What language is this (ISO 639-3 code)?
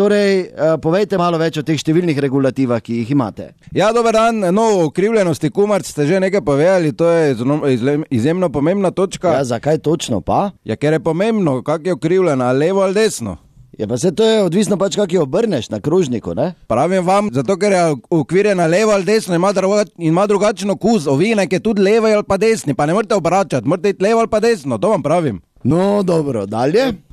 slv